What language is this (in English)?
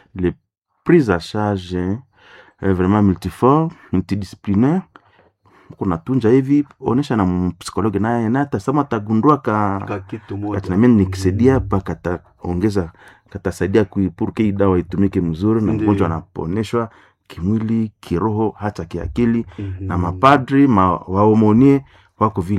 Swahili